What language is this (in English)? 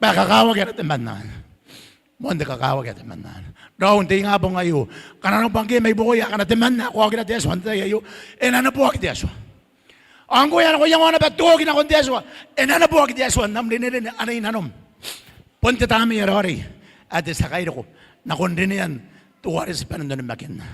Gilbertese